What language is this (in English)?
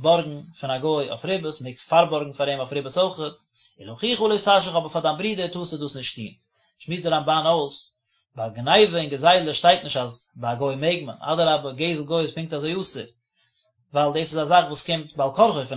Yiddish